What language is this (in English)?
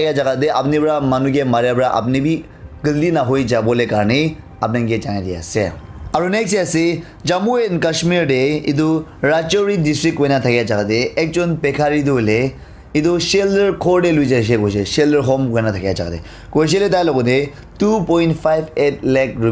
Naga Pidgin